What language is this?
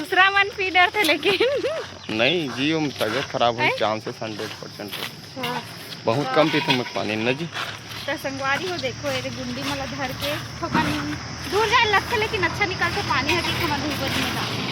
Chhattisgarhi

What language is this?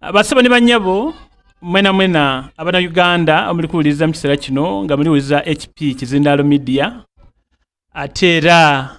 Soga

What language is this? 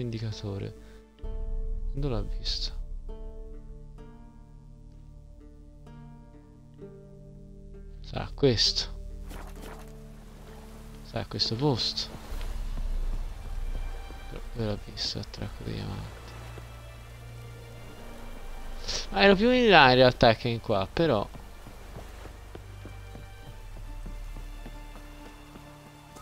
Italian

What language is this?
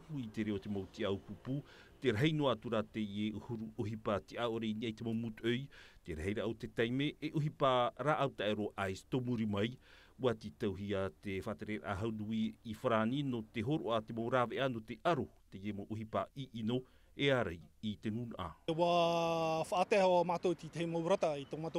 Tahitian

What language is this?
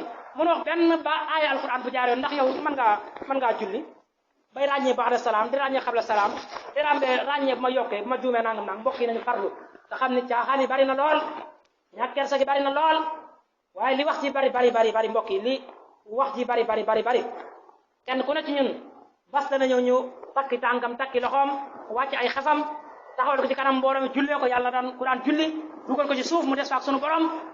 Wolof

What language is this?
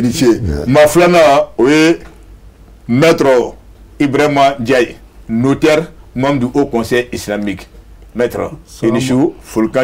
Bambara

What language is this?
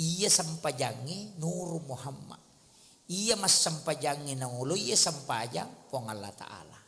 Buginese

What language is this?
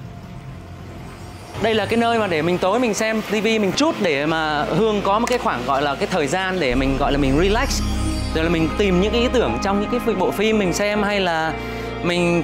Vietnamese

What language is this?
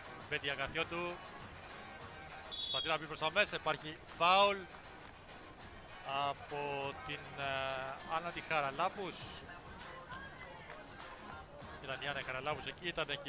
Greek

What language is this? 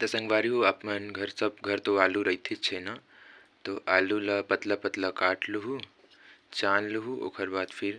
Chhattisgarhi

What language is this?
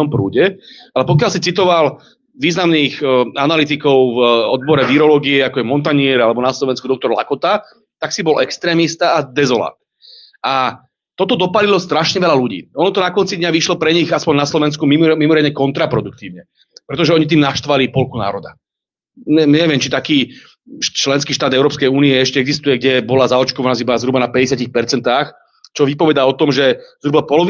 Slovak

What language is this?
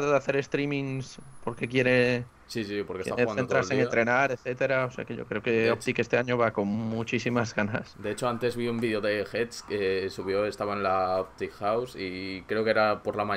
Spanish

